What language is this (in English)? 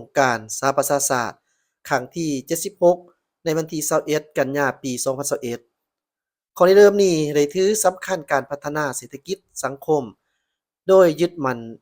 Lao